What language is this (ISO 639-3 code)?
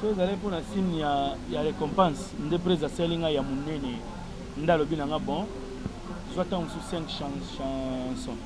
lin